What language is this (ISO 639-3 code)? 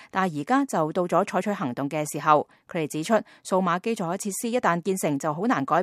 yue